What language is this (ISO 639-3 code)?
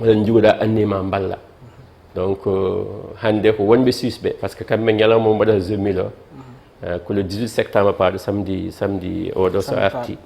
ful